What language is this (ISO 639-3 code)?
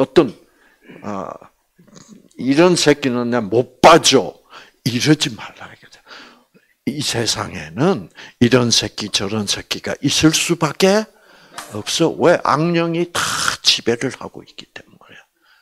kor